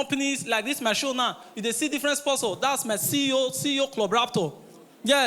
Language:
Nigerian Pidgin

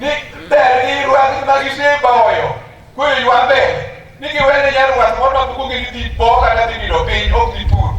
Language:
Luo (Kenya and Tanzania)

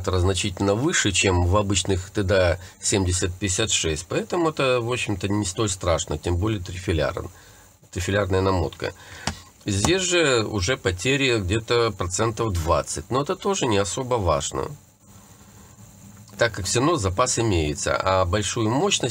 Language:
Russian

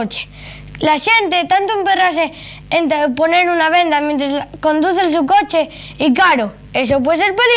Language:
Asturian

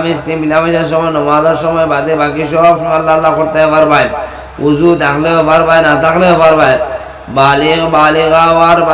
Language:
Sylheti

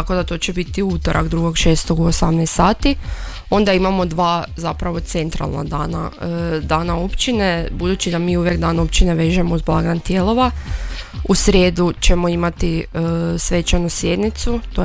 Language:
Croatian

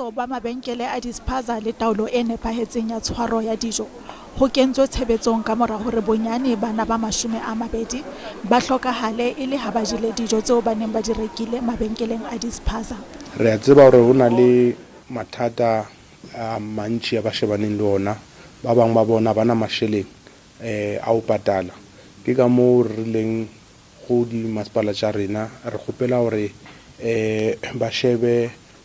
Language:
Southern Sotho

